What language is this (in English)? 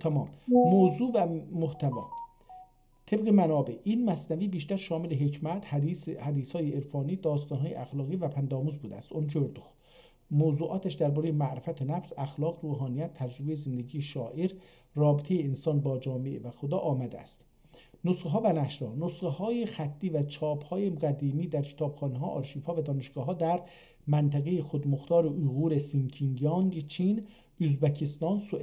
South Azerbaijani